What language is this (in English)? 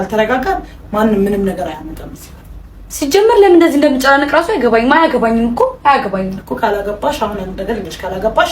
Amharic